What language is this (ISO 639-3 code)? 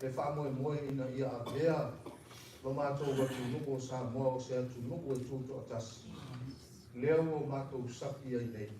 smo